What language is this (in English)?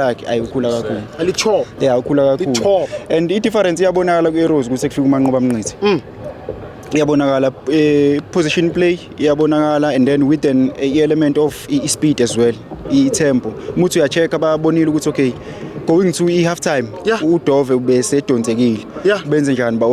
Zulu